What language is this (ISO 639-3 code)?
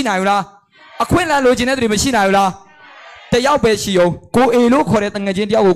mya